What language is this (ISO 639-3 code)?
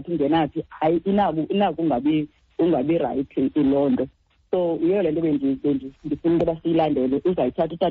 xho